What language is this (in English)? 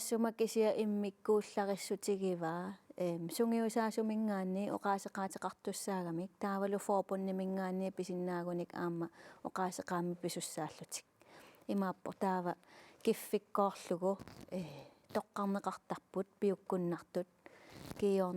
Kalaallisut